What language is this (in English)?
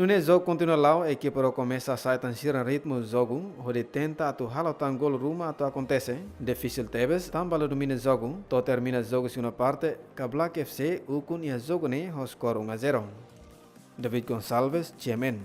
Tetum